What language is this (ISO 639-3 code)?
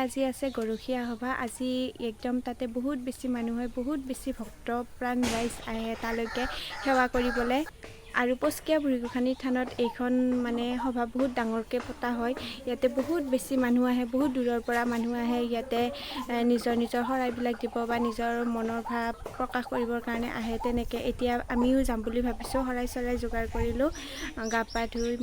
asm